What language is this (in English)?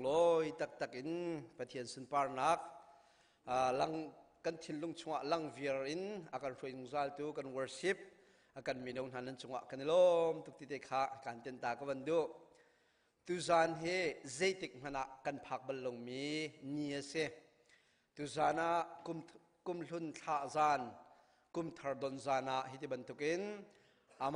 Hakha Chin